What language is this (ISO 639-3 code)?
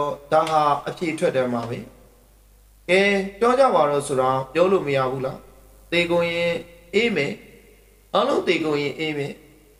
mya